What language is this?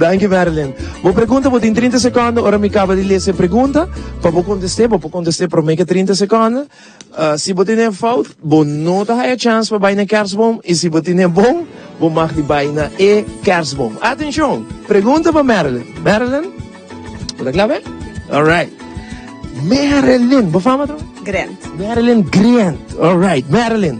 Papiamento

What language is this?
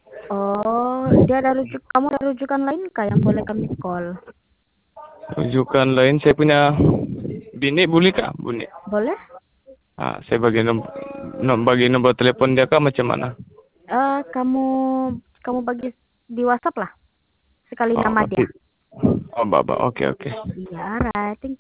Malay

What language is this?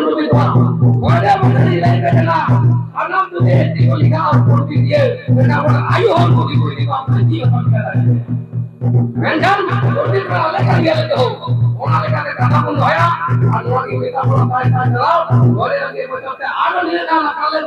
Santali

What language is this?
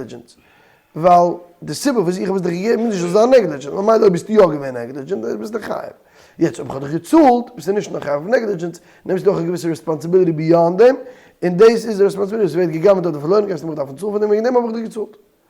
Yiddish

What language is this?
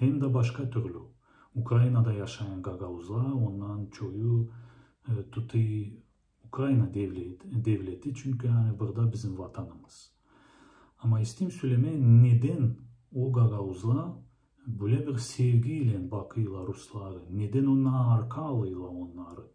Gagauz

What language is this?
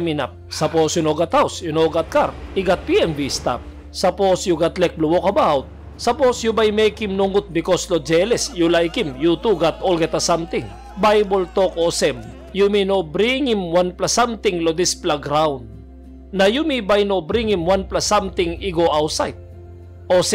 Tok Pisin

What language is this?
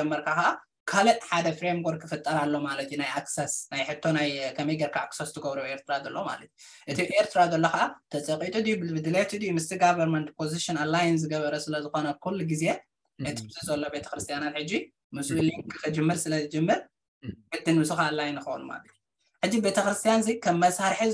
Tigrinya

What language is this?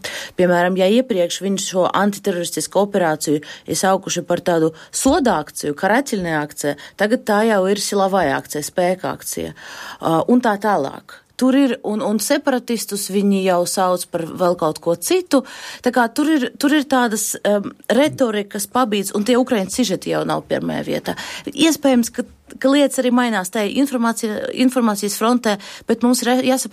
Latvian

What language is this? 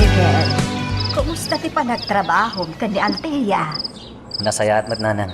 Iloko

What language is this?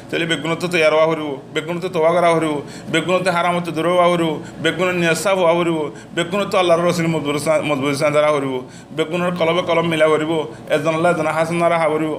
Rohingya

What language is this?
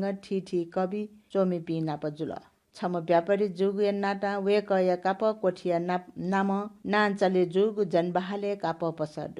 Newari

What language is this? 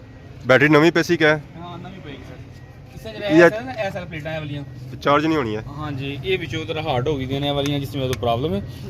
Pahari-Potwari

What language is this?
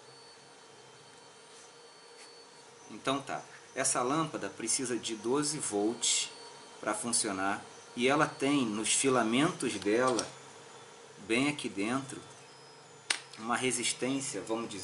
Portuguese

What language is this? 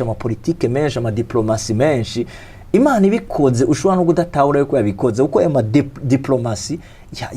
Rundi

